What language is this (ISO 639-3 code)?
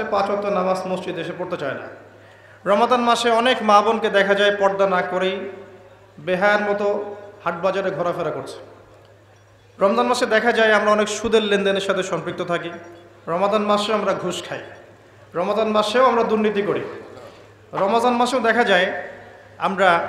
ben